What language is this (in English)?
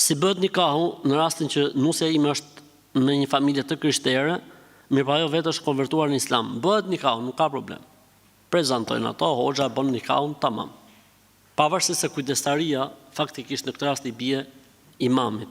Albanian